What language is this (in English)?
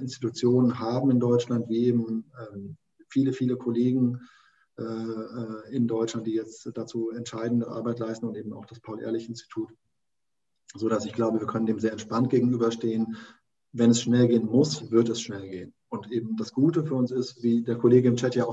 German